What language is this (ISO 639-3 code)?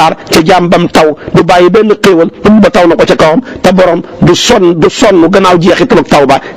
wol